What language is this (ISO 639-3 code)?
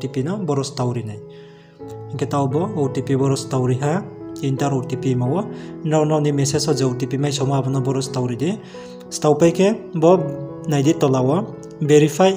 ria